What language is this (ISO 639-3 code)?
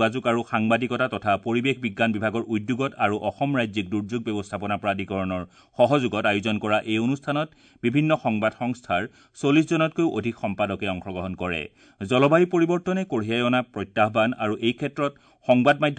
asm